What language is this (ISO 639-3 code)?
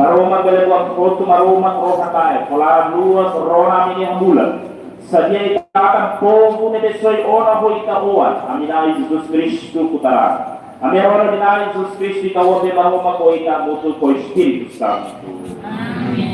tet